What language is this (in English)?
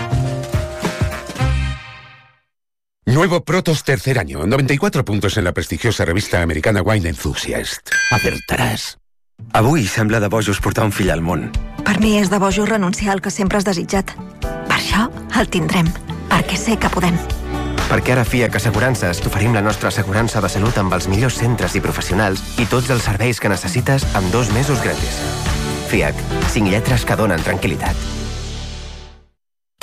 Catalan